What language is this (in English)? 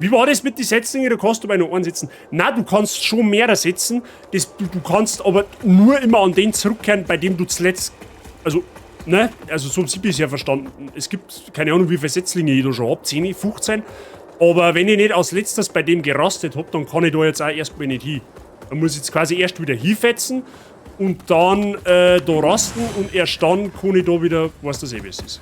Bavarian